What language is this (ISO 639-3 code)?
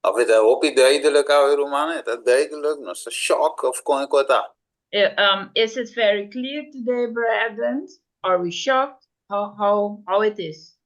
pap